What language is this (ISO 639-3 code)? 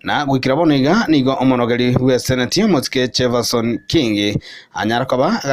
guz